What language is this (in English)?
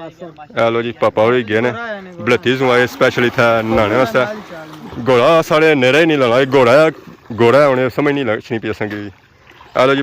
Pahari-Potwari